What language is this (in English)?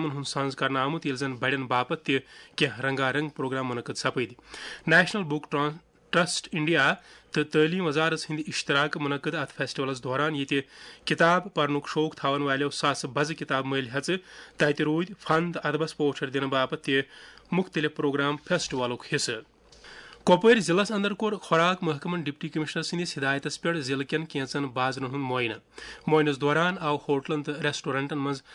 Kashmiri